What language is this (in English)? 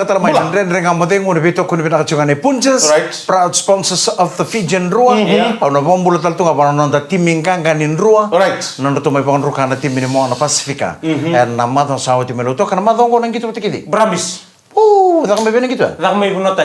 Fijian